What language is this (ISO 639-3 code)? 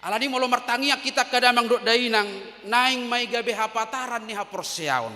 bbc